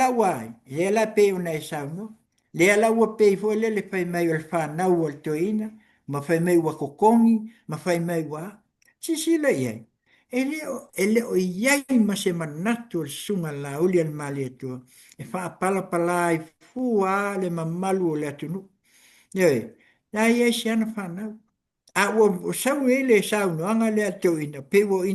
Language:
Samoan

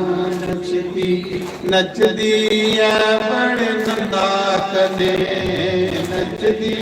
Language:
Dogri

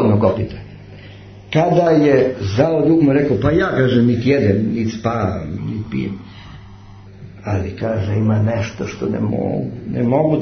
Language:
Serbian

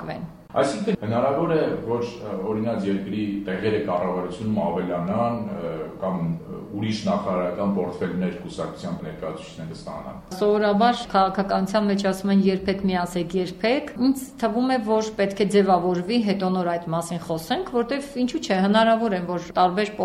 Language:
Armenian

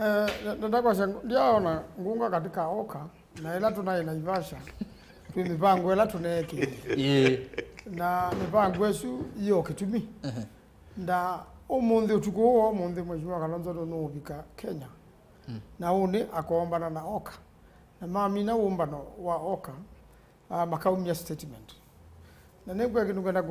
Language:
Kamba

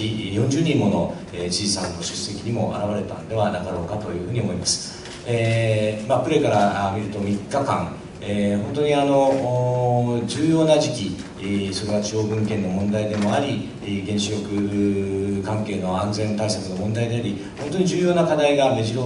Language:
Japanese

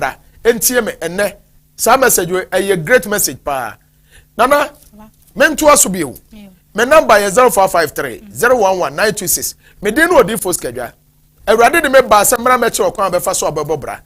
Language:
Akan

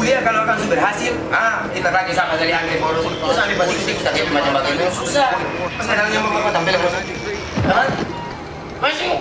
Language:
Ambonese Malay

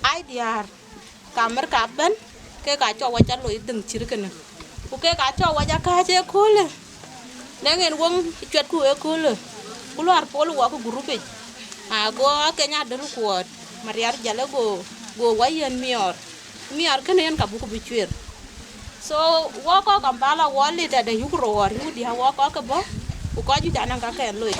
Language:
Dinka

